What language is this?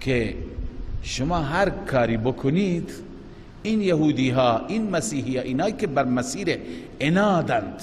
Persian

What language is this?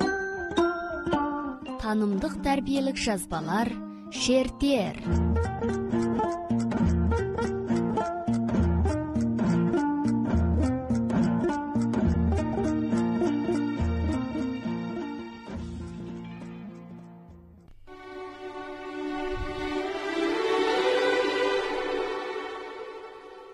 Kazakh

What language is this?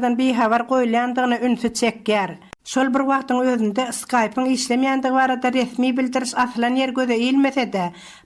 Turkmen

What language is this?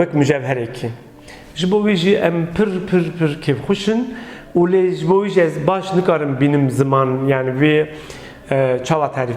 Kurdish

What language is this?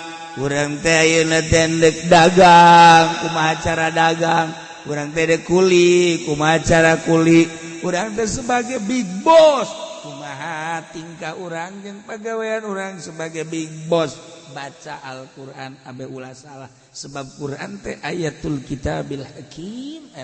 Sundanese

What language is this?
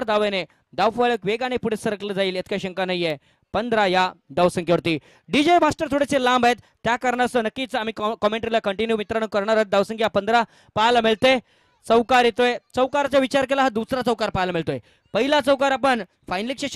Marathi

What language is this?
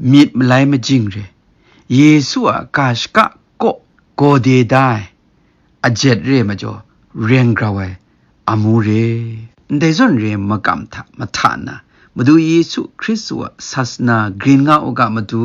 Kachin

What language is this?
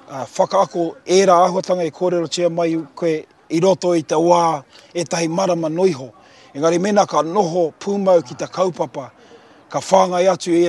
Māori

